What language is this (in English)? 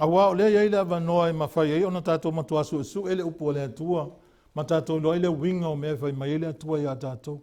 Samoan